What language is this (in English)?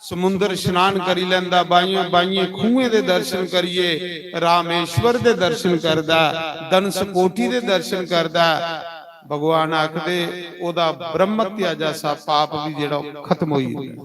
Dogri